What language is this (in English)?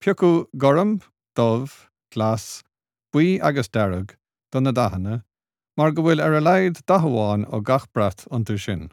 Irish